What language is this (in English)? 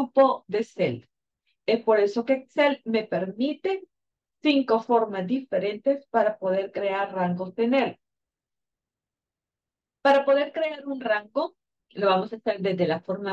Spanish